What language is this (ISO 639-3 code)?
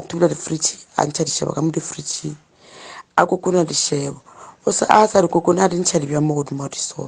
nso